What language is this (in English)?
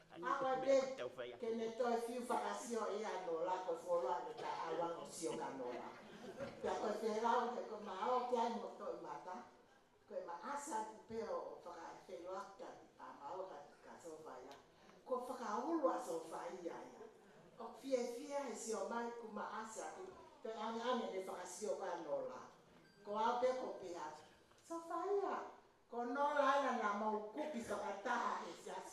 Tongan